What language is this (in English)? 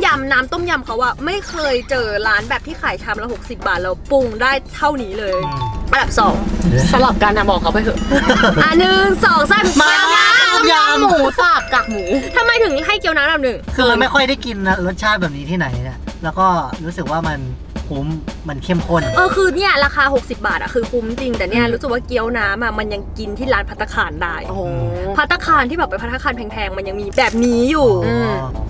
Thai